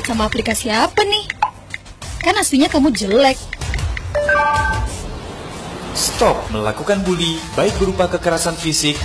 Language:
Indonesian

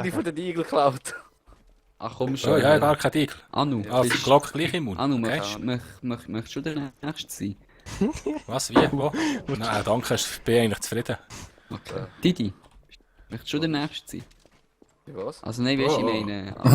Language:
Swiss German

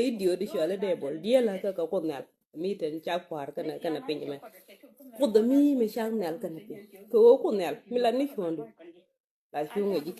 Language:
Nuer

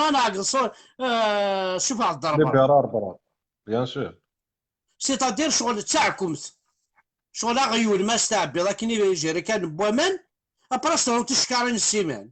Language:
Kabyle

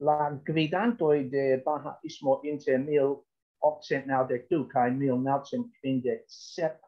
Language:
Esperanto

